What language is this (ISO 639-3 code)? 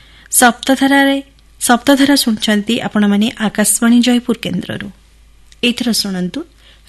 ori